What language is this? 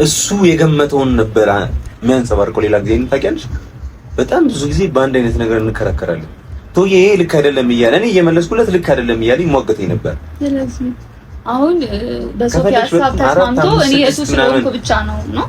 Amharic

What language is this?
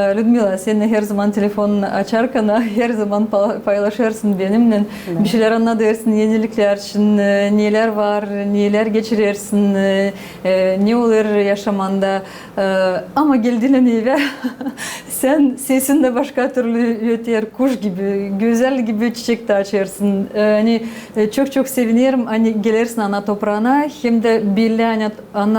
Gagauz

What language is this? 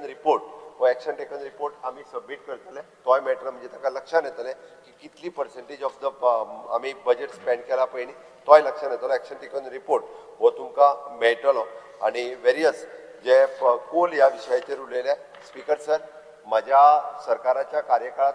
Konkani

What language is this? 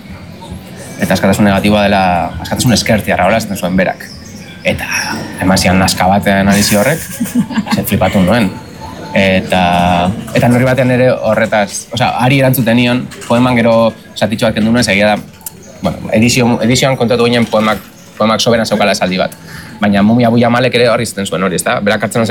Basque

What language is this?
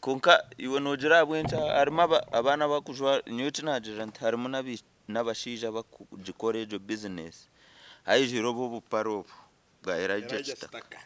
Nyankole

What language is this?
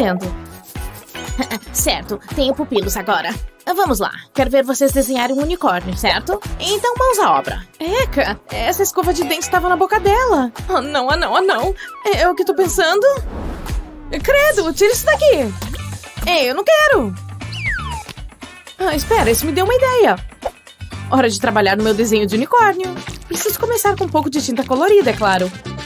Portuguese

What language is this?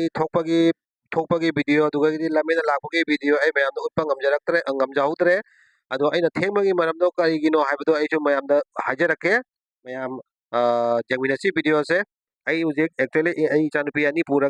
Manipuri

